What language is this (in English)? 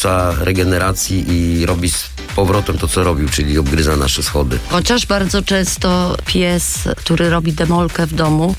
Polish